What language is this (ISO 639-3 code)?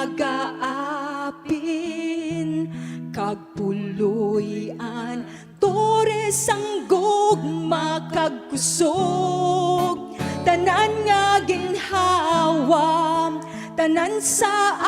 hil